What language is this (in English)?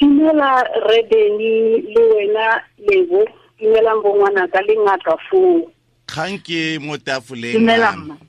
Tswana